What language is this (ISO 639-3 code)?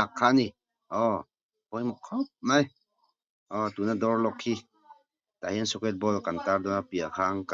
lus